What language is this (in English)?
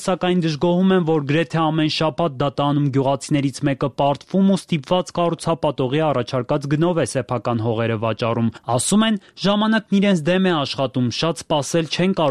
Armenian